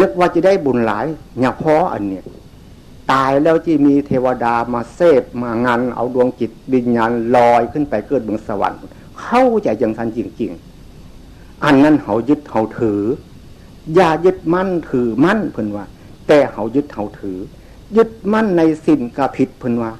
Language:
Northeastern Thai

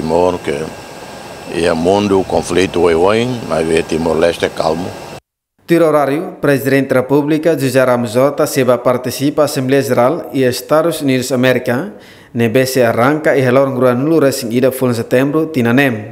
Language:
Tetum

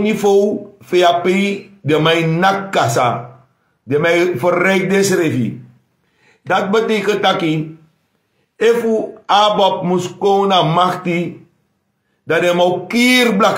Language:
Sranan Tongo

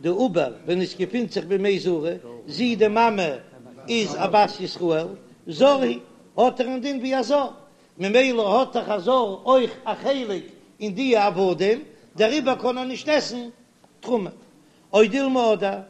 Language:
Yiddish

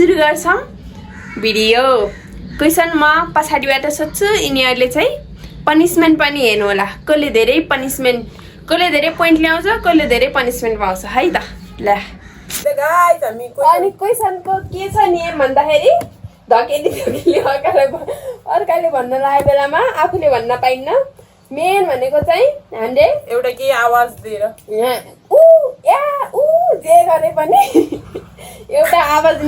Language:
Nepali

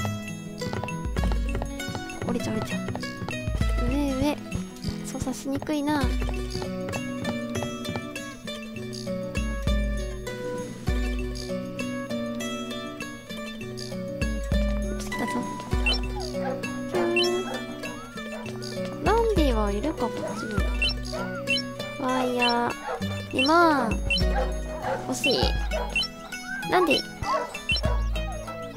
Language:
Japanese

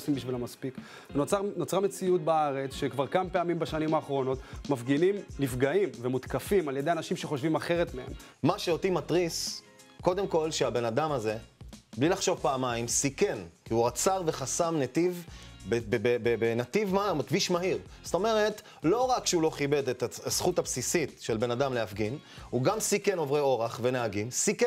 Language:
Hebrew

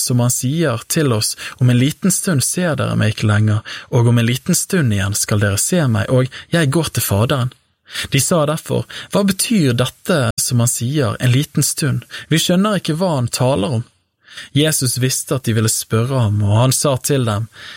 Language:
Norwegian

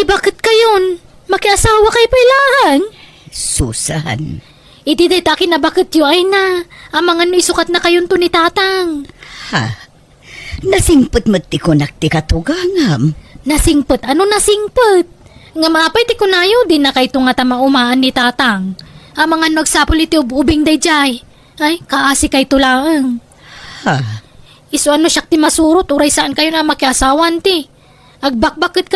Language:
Iloko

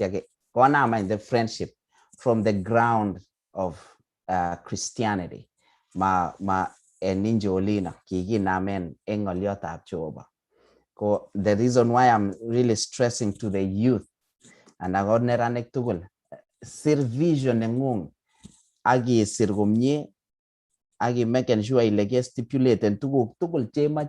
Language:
Kalenjin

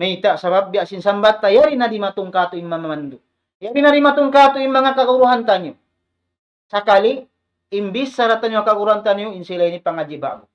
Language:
Tausug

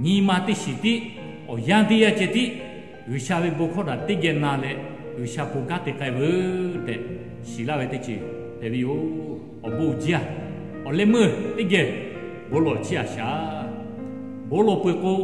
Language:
Lahu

